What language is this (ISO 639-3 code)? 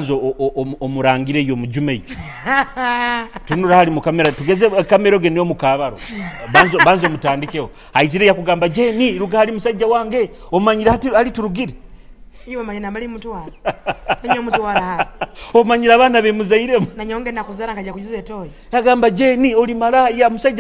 nyo